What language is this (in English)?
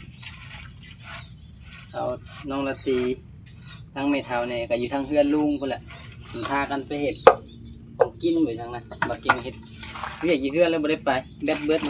Lao